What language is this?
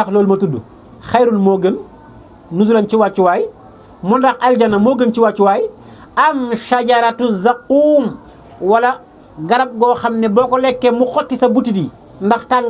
Wolof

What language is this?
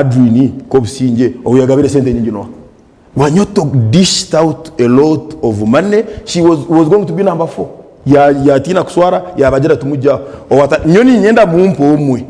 Nyankole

